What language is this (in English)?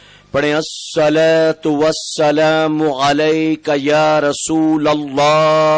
Urdu